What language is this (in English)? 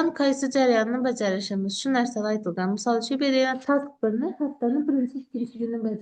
Uzbek